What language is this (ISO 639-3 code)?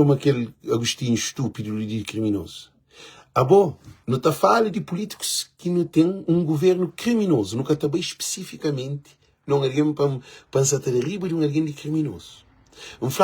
kea